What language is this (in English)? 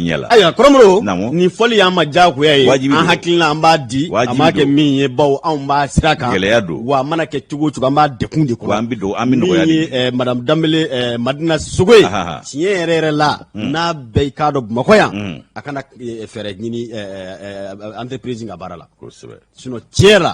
Bambara